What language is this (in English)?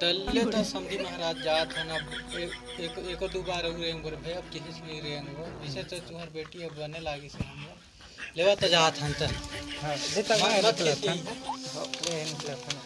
Chhattisgarhi